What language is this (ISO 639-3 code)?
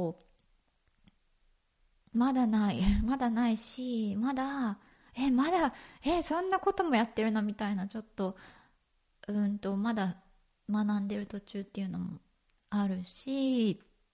jpn